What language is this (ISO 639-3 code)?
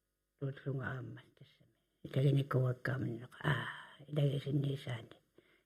kal